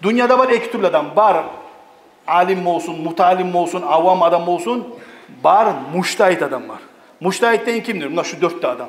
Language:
Kumyk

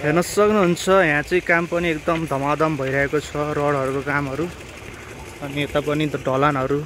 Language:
Nepali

